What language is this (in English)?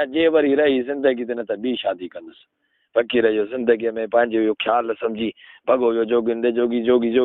Sindhi